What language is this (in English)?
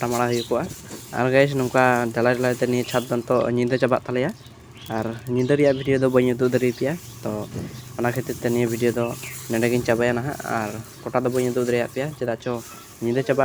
Santali